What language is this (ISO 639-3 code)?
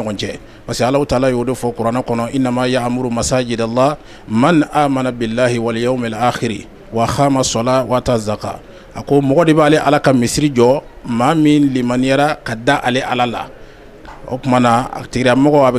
bam